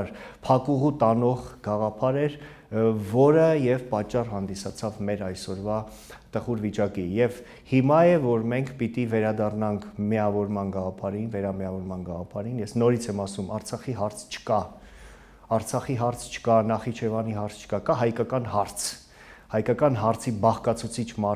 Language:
Armenian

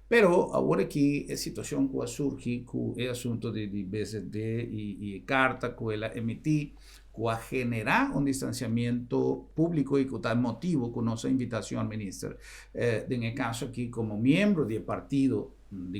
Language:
Papiamento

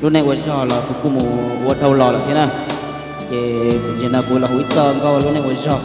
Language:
Hmong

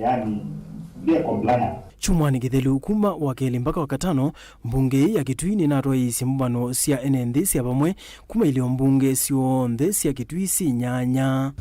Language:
Kamba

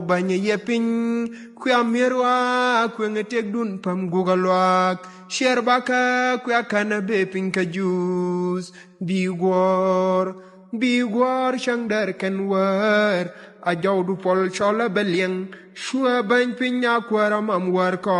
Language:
Nuer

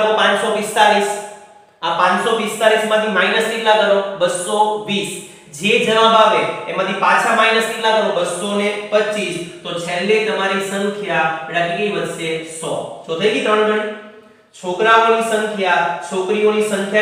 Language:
Gujarati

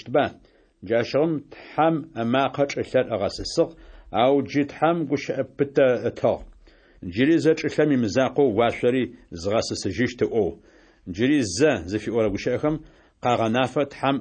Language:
Adyghe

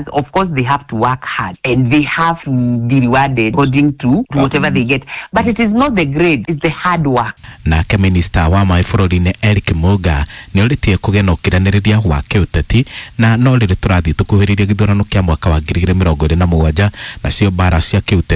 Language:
Kikuyu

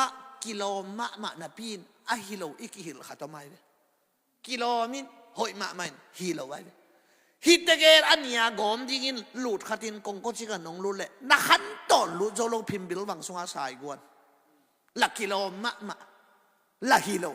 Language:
Tedim Chin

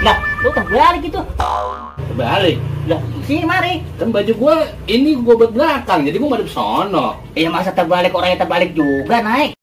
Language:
Betawi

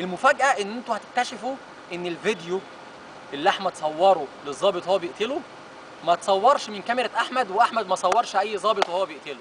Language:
Egyptian Arabic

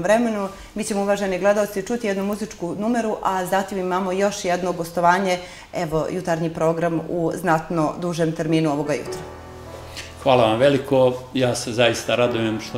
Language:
Serbian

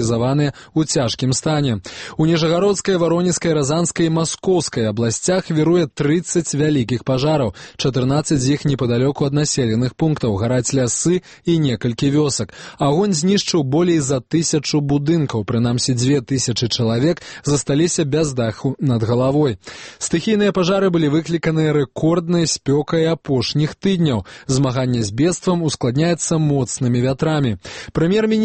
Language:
Belarusian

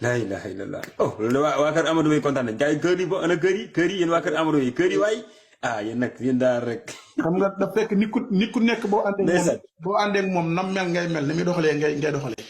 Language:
Wolof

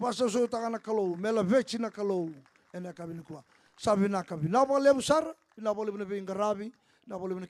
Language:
Fijian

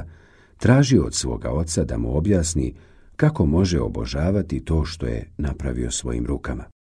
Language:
Bosnian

